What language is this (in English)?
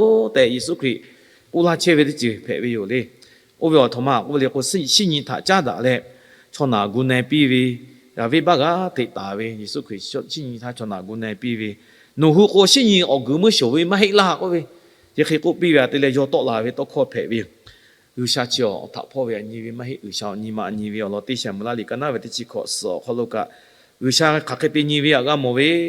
Lahu